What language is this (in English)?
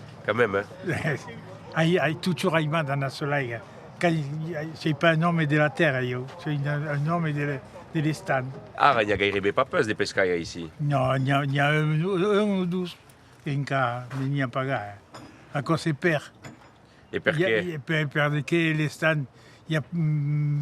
Occitan